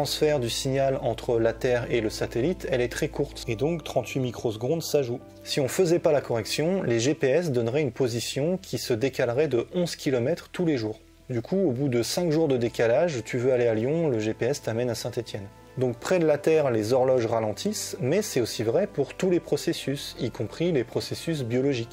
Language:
French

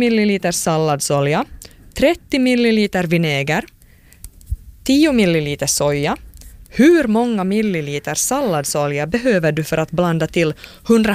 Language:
Swedish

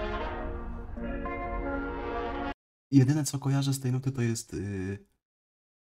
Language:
Polish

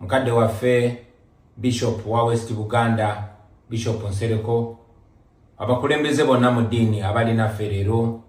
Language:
Ganda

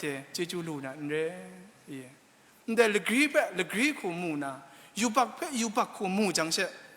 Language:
Kachin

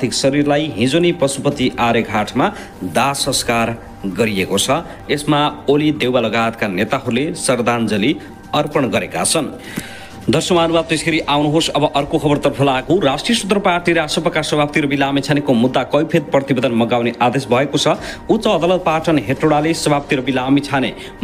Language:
Nepali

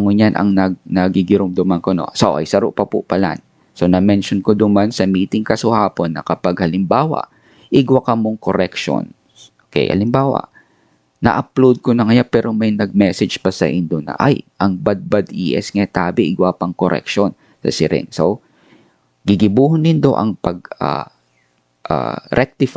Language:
Bikol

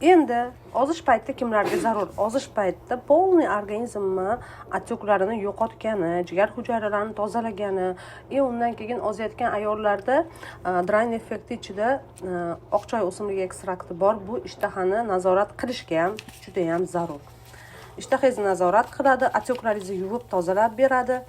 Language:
Uzbek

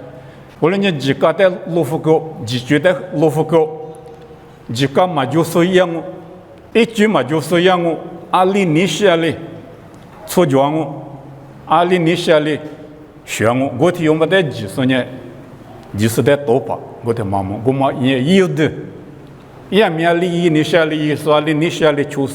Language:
Lisu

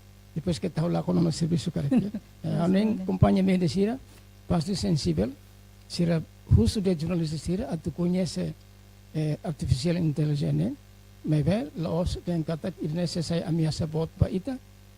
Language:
Tetum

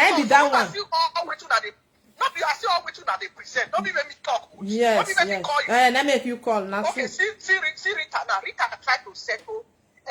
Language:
Nigerian Pidgin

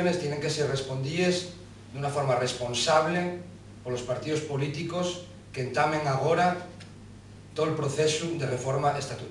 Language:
Asturian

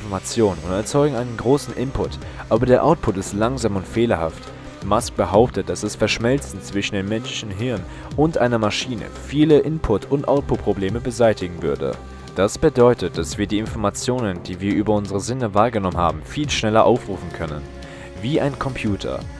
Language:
German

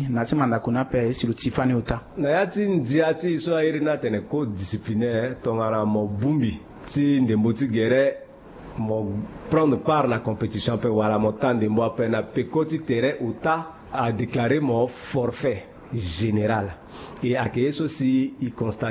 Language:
Sango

